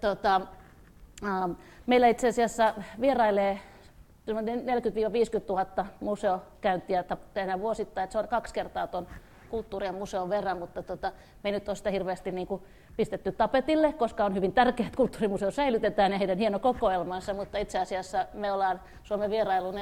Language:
Finnish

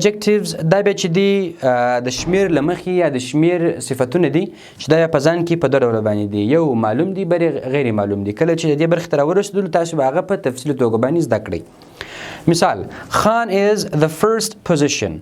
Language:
Pashto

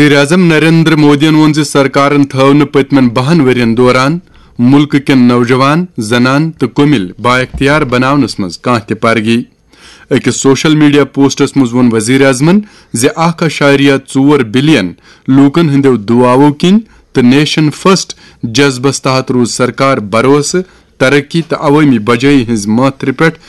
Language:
Kashmiri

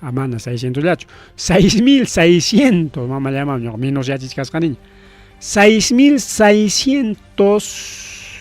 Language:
Ayacucho Quechua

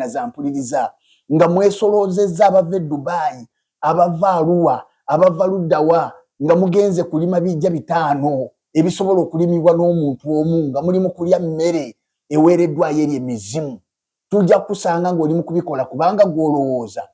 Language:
Ganda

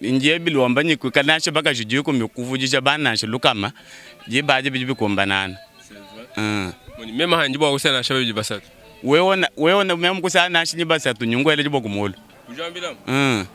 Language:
Luba-Lulua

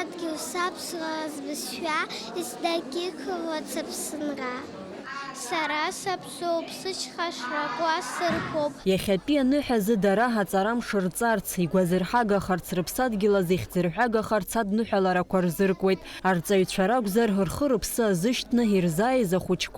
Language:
Abkhazian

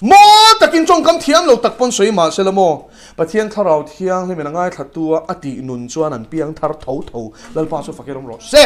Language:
Mizo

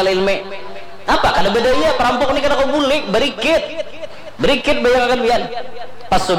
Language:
Banjar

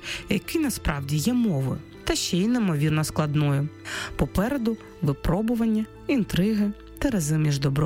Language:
Ukrainian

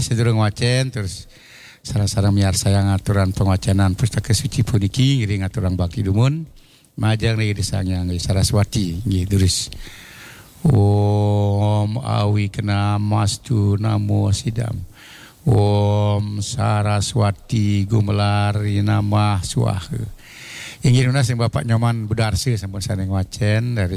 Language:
Balinese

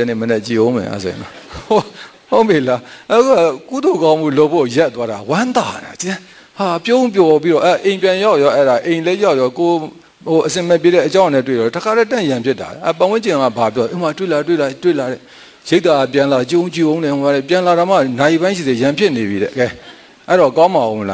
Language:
Burmese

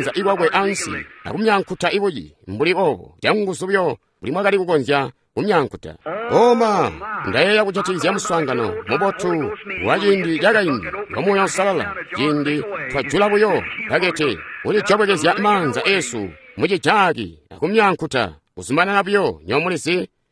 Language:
Tonga (Zambia)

